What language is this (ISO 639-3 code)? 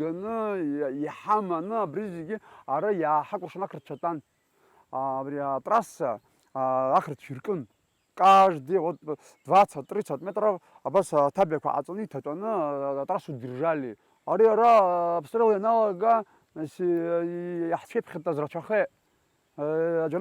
abk